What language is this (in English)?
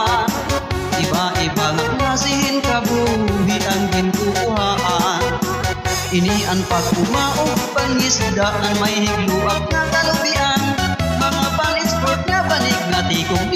Waray